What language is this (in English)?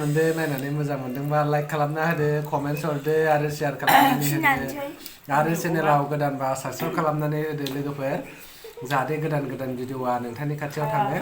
Bodo